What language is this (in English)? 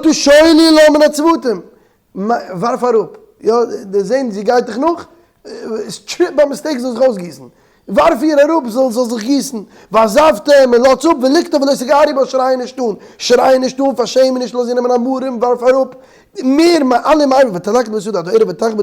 Yiddish